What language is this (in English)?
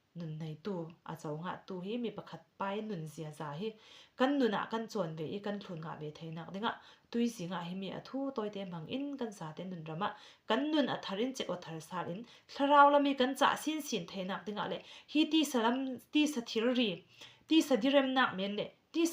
Falam Chin